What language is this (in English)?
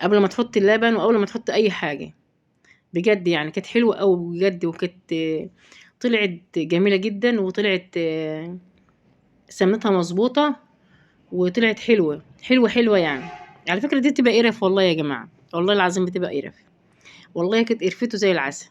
Egyptian Arabic